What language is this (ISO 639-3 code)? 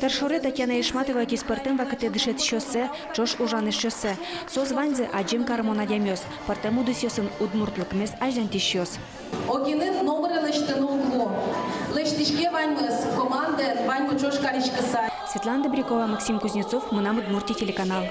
udm